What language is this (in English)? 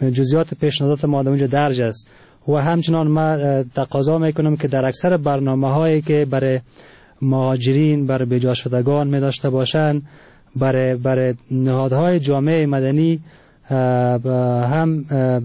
Persian